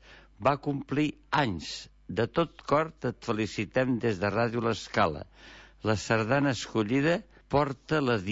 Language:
Catalan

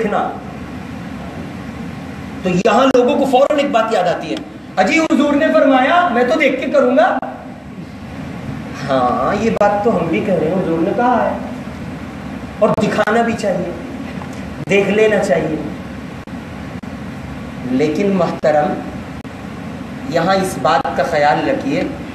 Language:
Urdu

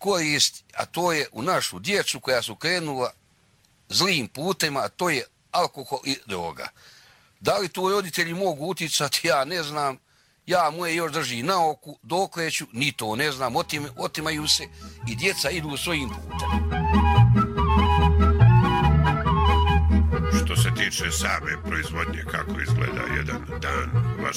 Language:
Bosnian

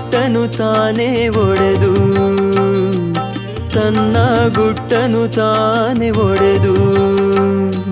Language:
Kannada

